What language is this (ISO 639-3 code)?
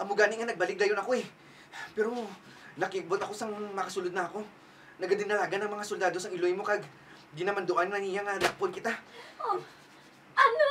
hil